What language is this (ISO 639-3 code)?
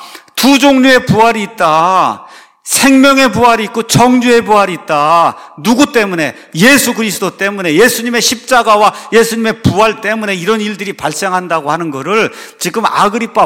kor